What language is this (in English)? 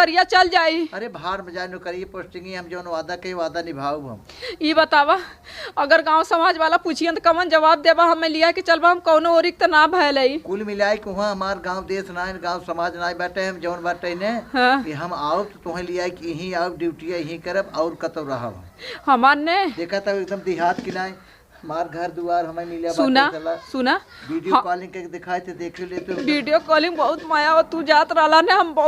Awadhi